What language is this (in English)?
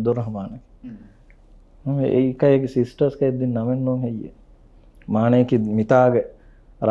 Divehi